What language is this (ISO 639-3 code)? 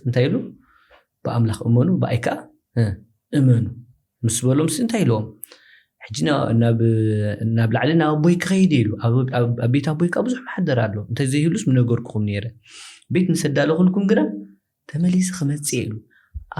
tir